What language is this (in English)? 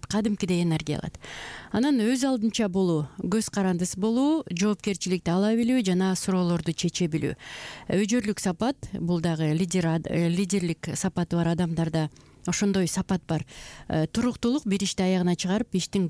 Kyrgyz